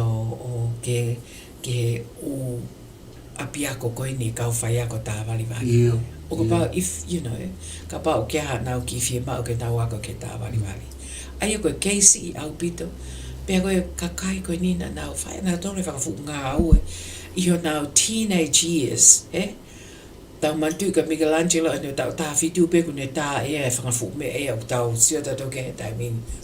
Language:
Tongan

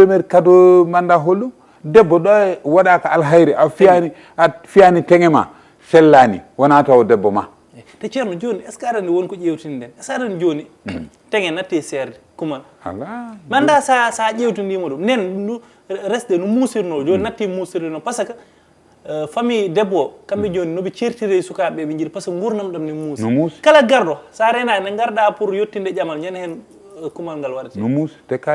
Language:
Fula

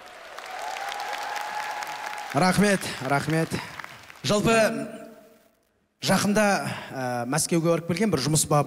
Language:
Kazakh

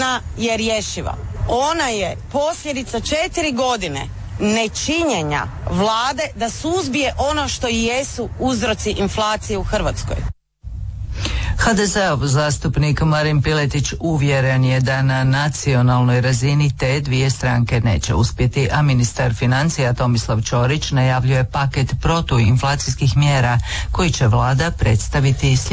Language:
Croatian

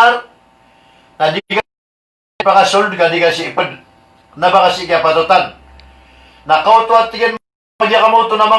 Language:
Maranao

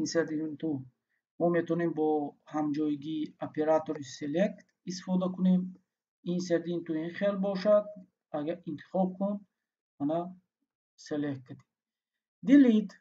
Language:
Tajik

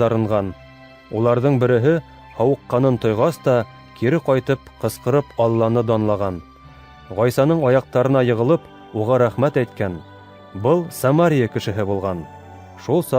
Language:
Bashkir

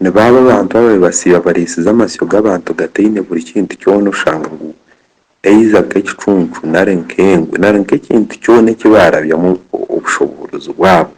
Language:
Nyankole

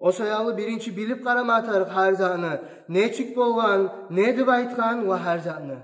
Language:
Kumyk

